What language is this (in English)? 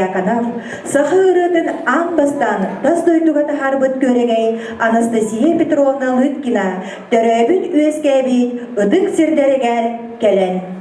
Yakut